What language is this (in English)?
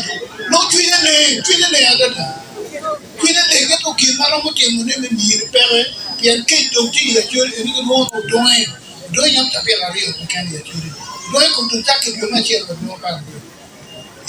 Acoli